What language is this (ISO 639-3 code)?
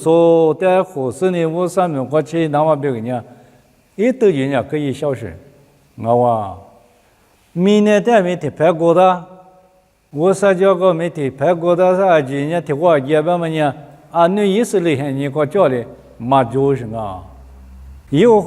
lis